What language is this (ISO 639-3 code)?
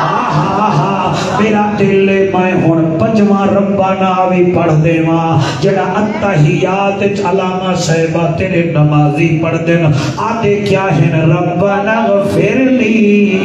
skr